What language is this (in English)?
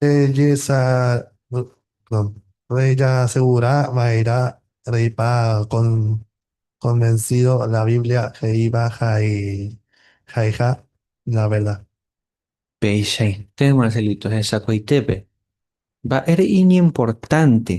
Guarani